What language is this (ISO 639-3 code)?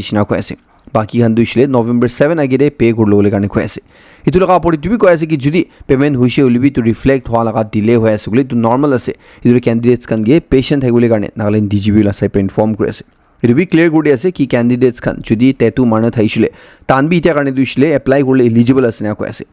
nag